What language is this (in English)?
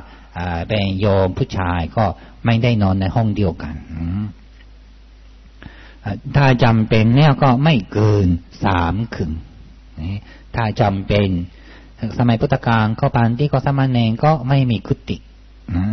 Thai